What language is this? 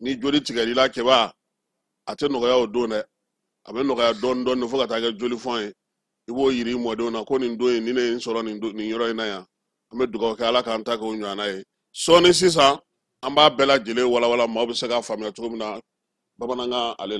Bambara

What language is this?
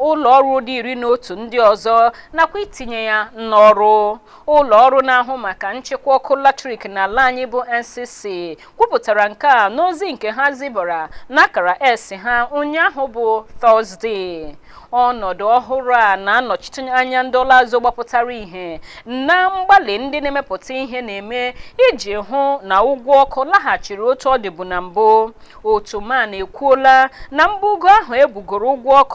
Igbo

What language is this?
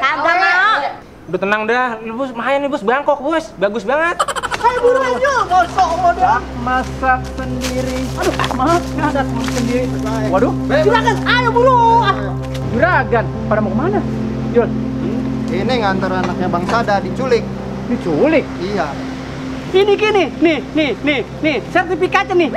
Betawi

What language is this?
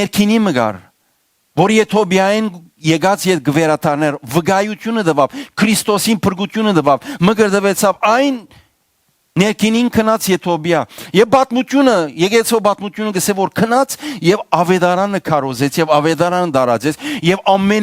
Western Armenian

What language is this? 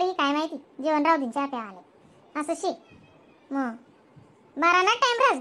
Khandesi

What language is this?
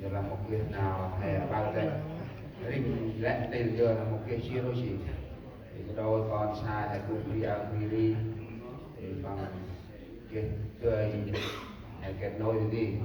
Central Mnong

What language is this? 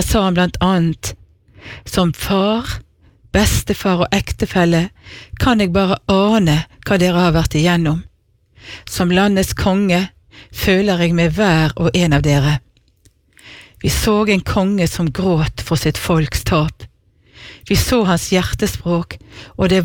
Norwegian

